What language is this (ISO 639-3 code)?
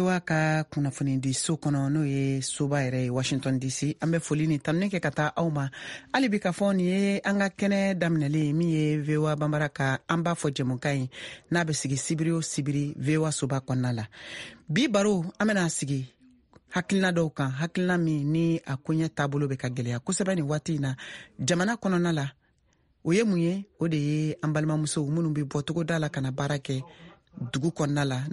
bam